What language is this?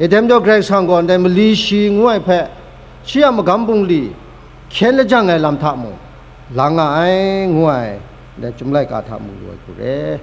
Kachin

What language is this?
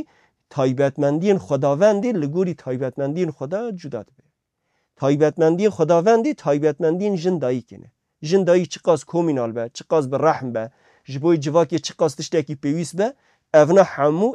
Kurdish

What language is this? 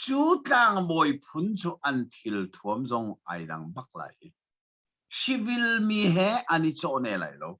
Hakha Chin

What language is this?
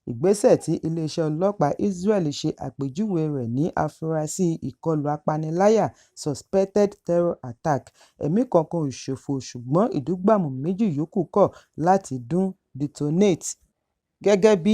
Yoruba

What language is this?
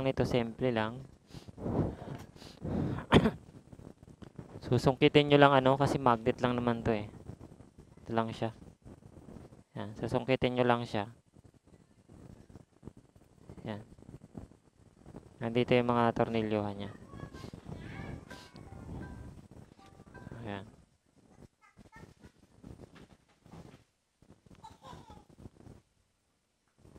Filipino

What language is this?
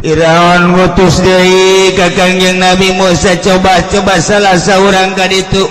Sundanese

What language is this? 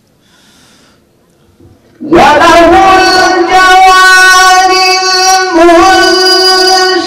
Arabic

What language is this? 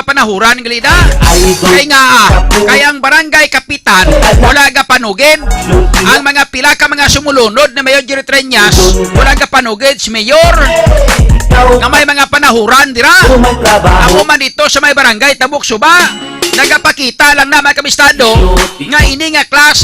Hiligaynon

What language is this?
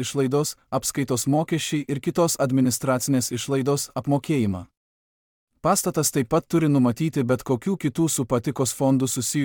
Lithuanian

